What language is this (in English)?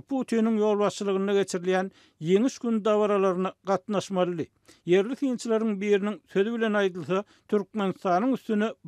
Turkmen